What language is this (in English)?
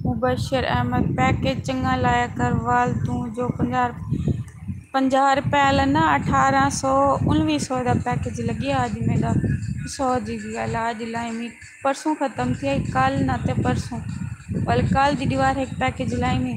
Saraiki